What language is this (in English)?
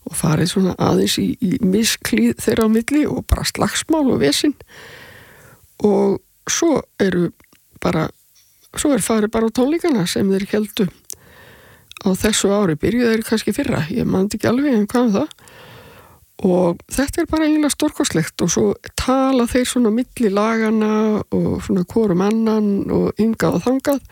Icelandic